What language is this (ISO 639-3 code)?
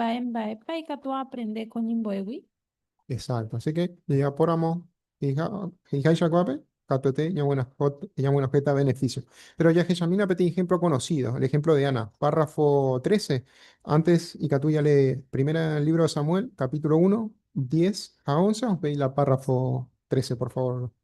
grn